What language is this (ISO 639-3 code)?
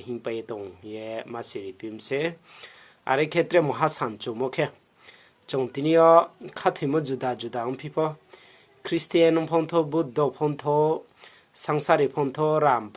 ria